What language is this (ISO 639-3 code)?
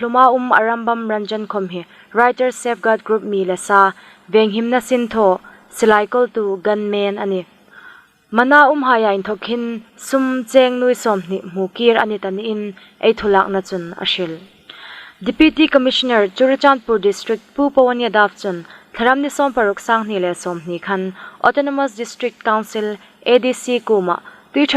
hmr